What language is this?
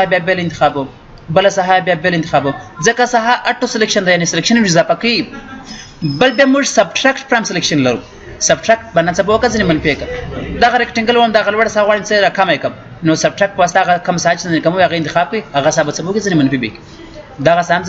Pashto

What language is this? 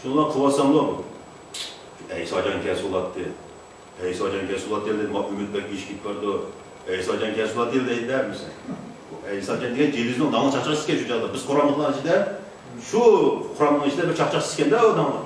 Uyghur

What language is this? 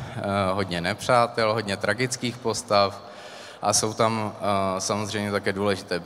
Czech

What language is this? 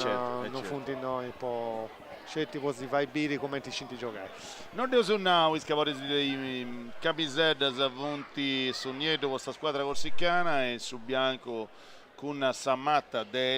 Sardinian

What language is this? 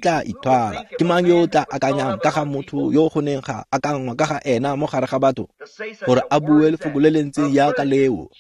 Tswana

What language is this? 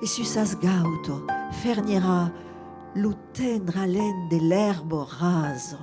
Occitan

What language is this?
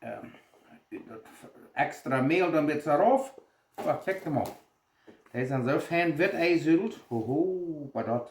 Plautdietsch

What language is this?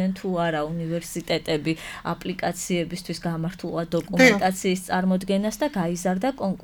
Georgian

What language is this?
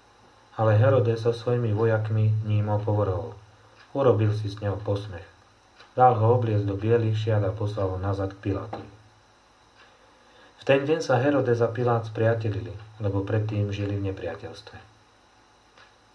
Slovak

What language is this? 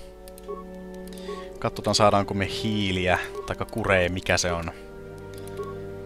Finnish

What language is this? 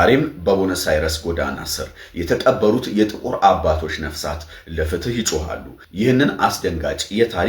Amharic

